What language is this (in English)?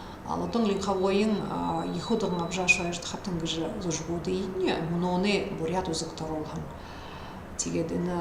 Buriat